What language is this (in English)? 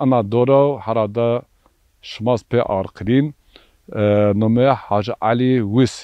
Zaza